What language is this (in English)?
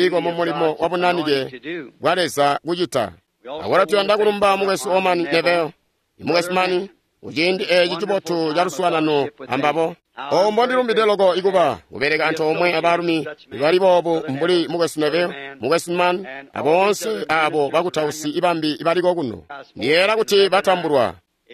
Tonga (Zambia)